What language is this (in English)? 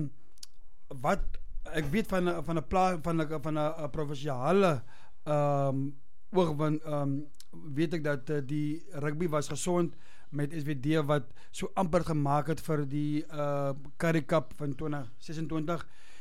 Afrikaans